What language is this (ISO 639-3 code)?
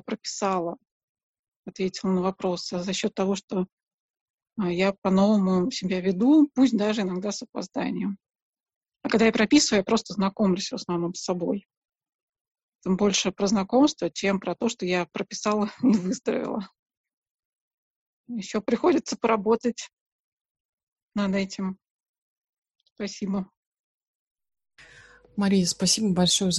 rus